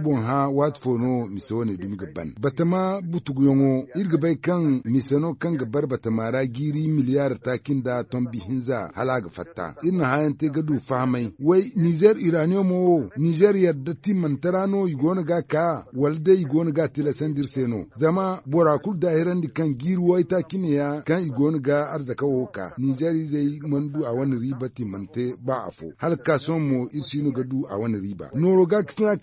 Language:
Zarma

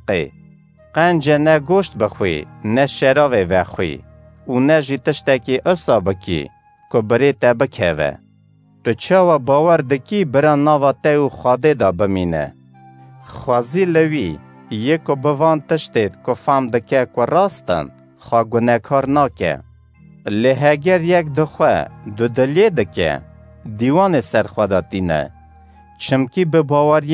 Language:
Kurdish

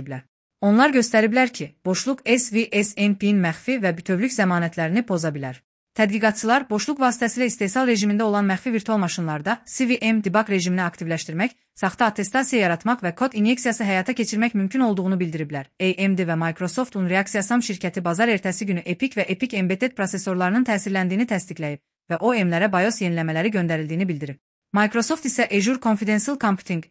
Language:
Azerbaijani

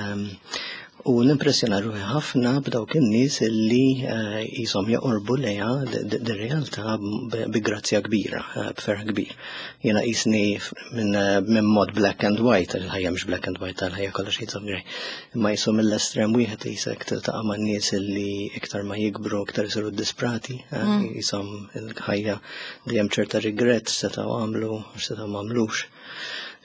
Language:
Maltese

